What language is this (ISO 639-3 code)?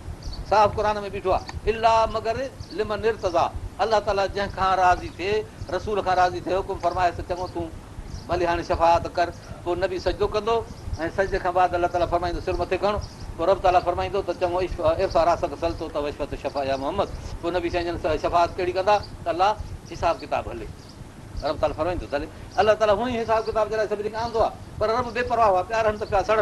snd